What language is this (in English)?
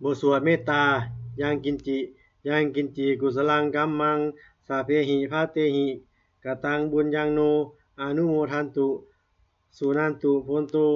Pali